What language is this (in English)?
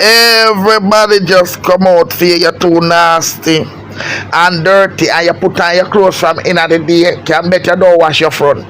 Jamaican Creole English